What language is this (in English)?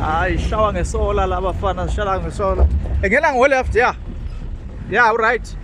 Zulu